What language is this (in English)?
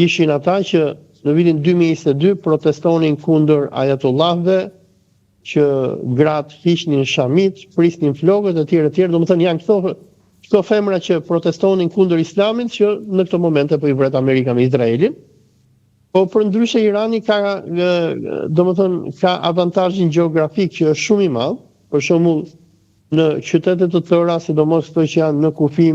Albanian